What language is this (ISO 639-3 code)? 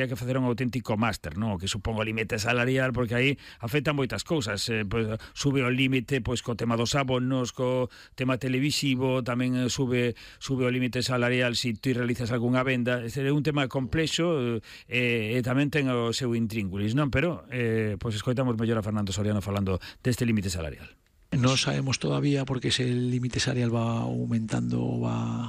glg